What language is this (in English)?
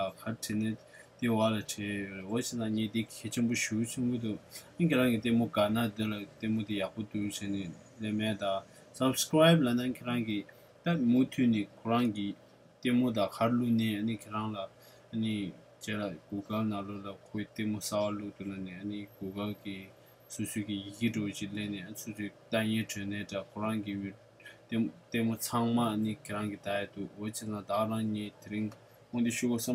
Tibetan